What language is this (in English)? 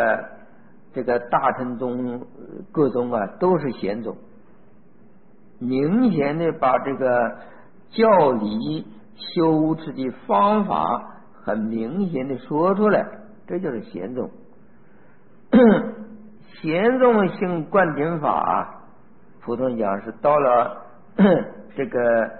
Chinese